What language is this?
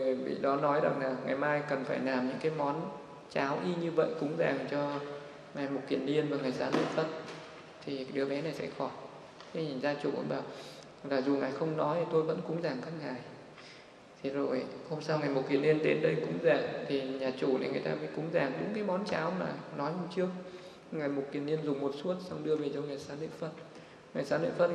Vietnamese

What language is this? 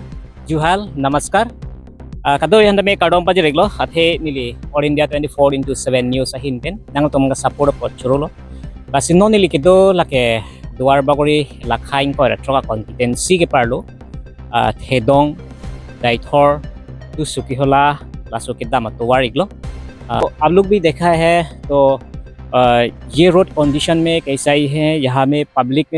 Karbi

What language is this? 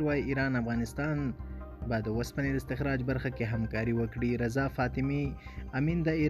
Pashto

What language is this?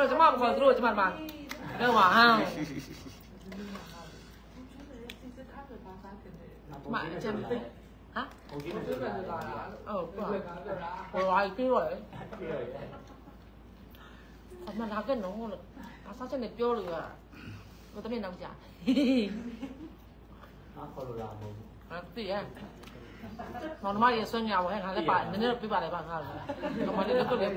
Burmese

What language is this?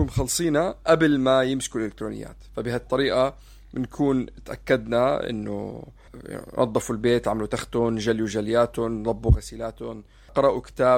North Levantine Arabic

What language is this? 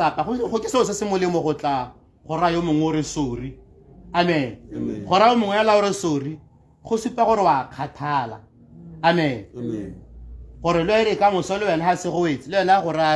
Tswana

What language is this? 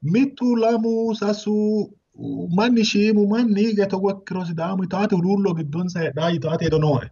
Sidamo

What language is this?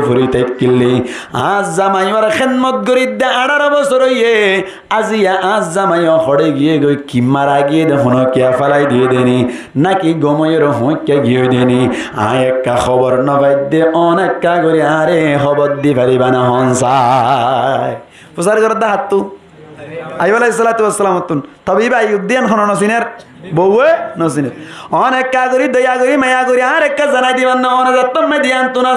Rohingya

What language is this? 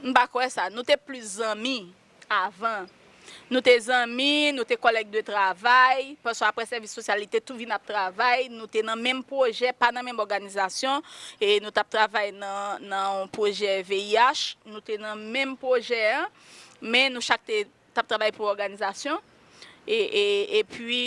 Haitian Creole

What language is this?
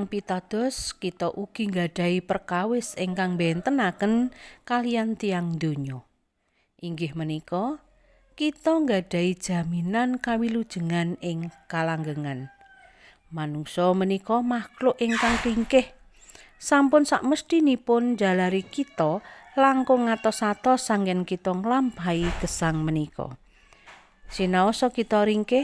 Javanese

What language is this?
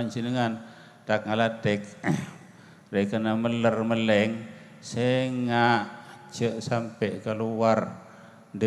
Madurese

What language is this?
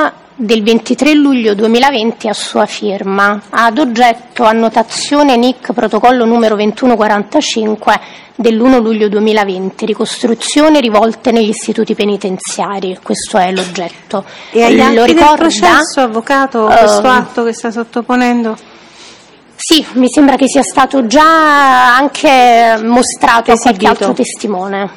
Italian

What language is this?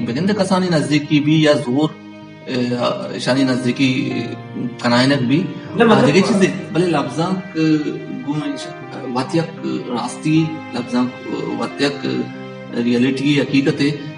Baluchi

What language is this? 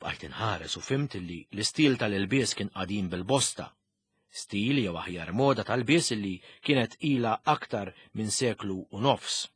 Maltese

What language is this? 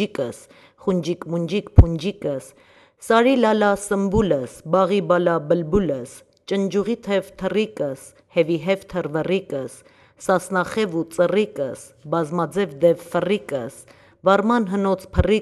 Armenian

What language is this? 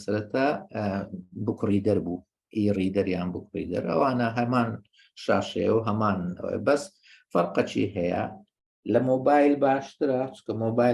Central Kurdish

